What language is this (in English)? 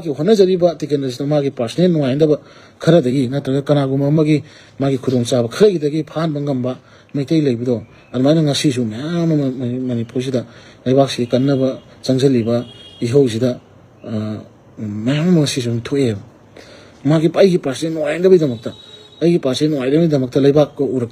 Manipuri